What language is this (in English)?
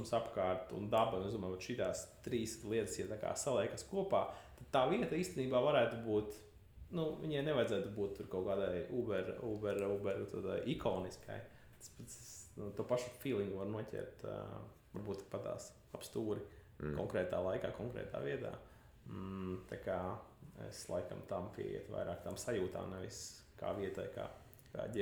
Latvian